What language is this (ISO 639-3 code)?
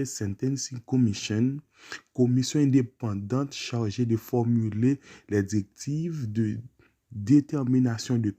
hat